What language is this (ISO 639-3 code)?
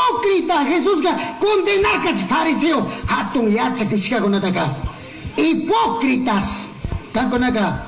qug